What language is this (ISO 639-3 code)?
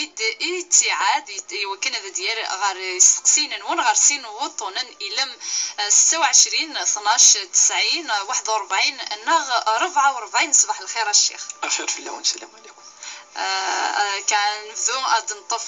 kab